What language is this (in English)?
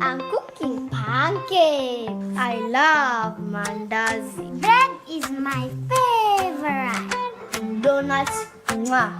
Meru